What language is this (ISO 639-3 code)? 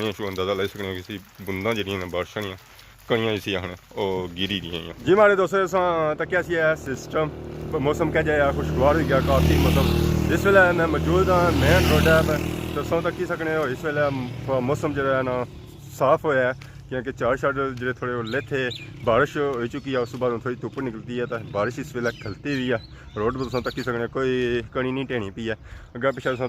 phr